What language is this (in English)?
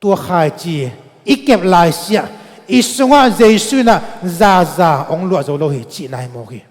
Tedim Chin